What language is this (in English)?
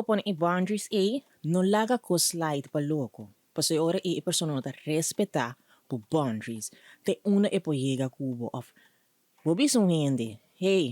Papiamento